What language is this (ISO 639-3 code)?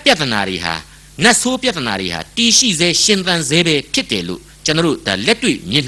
mya